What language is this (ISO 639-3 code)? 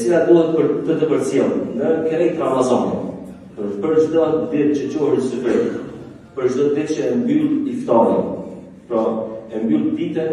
sqi